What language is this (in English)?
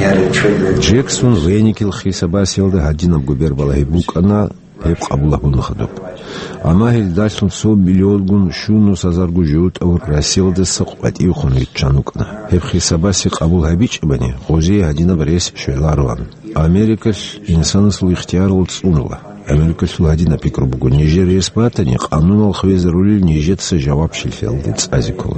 Avaric